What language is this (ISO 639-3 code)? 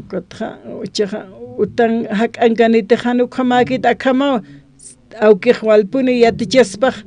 aym